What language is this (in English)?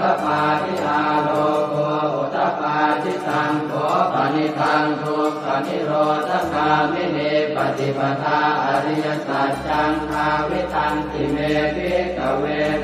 Pali